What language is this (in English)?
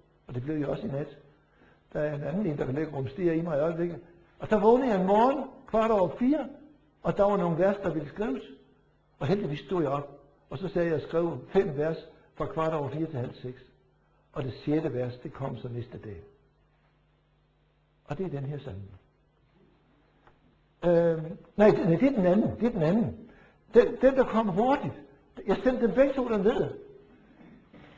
Danish